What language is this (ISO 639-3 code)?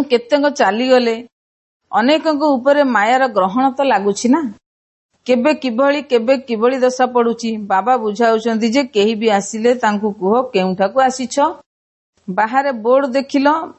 ori